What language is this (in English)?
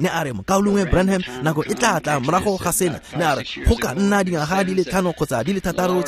Tswana